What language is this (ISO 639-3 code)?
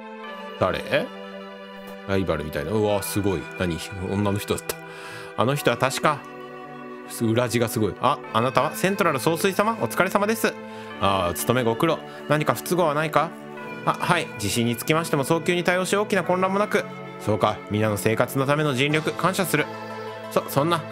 jpn